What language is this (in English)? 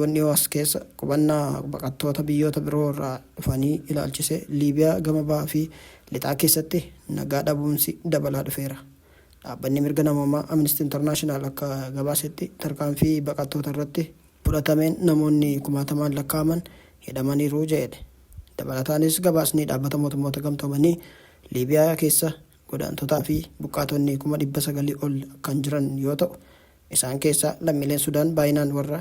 Oromo